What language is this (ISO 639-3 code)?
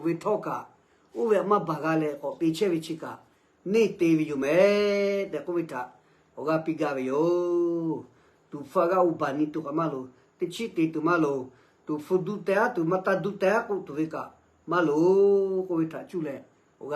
lhu